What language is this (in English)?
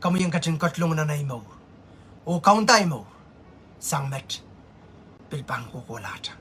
Pohnpeian